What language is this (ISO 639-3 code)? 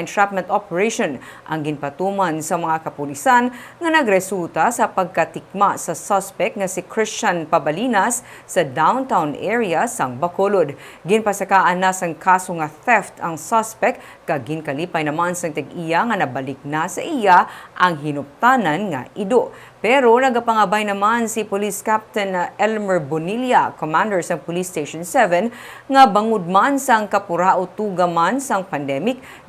hil